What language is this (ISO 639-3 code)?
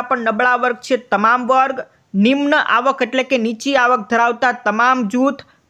guj